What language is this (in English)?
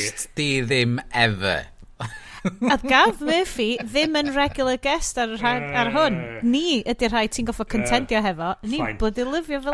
Welsh